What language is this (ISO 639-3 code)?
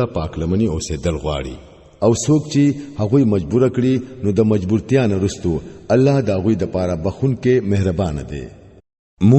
pus